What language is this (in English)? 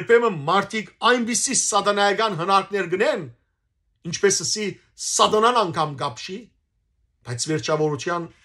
Western Armenian